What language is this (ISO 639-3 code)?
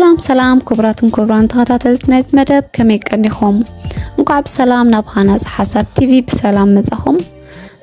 tir